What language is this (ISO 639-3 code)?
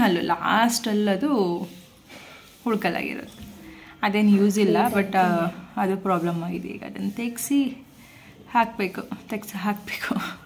kan